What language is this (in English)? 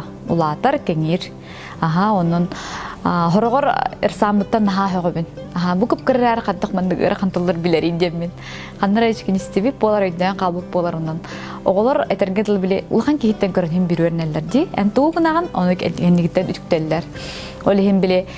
Yakut